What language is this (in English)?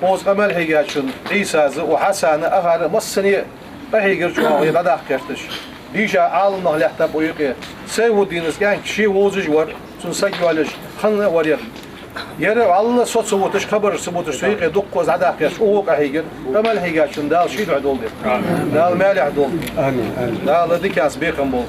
Ingush